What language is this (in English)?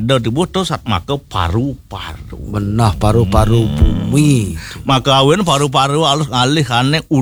Balinese